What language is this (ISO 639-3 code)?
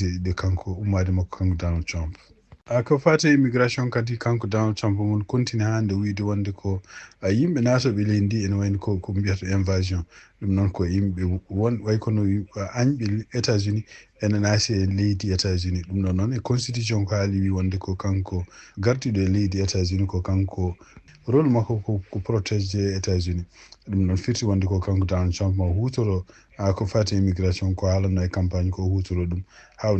ful